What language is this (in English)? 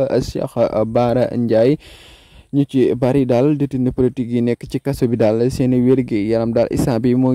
Wolof